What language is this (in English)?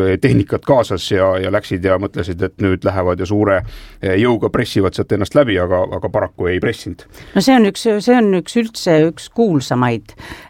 Estonian